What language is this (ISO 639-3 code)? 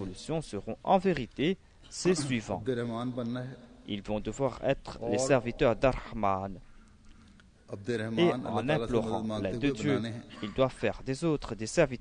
fra